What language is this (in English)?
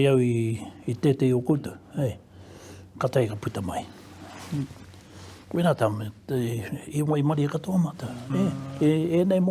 Māori